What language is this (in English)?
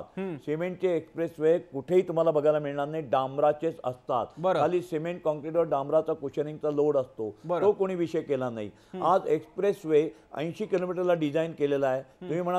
Marathi